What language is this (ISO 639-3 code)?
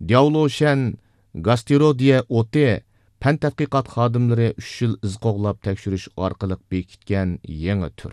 uig